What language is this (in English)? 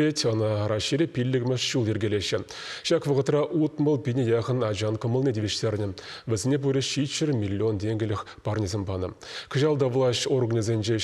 Chuvash